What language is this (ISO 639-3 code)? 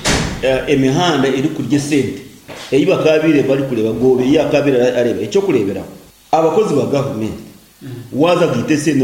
nyo